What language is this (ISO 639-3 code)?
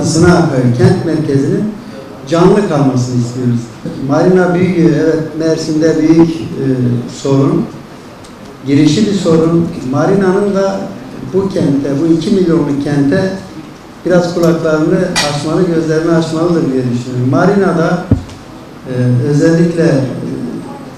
tur